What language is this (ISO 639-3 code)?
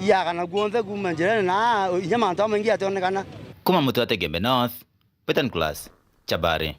mer